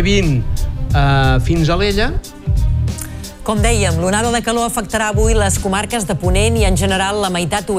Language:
Catalan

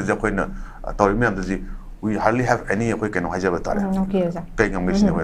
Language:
Manipuri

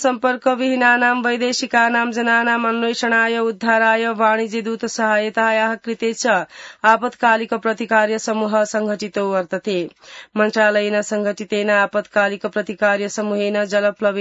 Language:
Sanskrit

